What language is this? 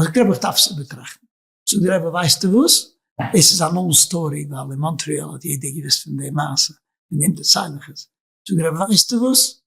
Yiddish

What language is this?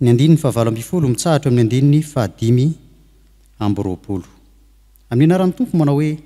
Malagasy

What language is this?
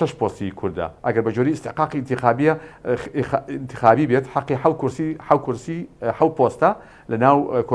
Central Kurdish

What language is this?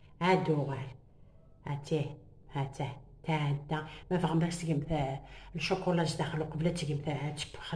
Kabyle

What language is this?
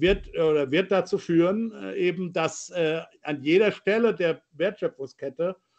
German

